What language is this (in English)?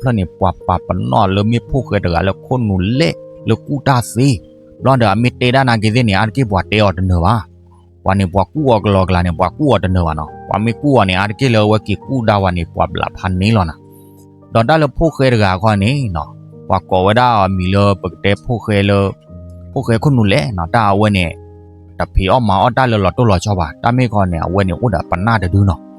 S'gaw Karen